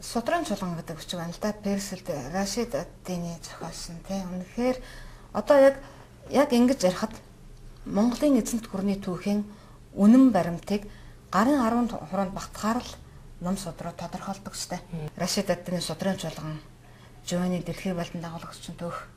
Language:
Mongolian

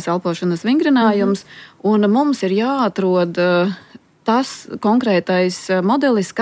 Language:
Latvian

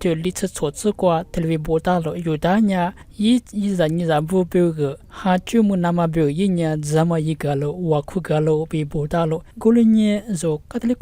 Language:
Lisu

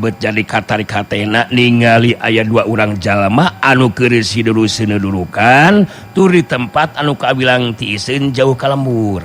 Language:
Sundanese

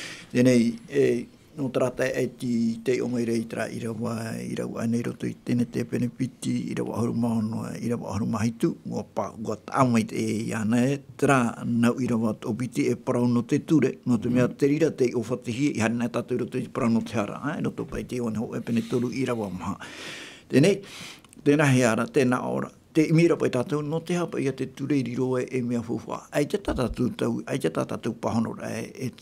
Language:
Tahitian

